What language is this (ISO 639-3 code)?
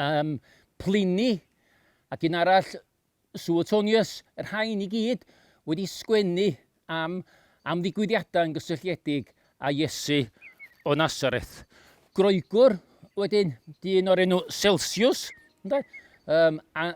cym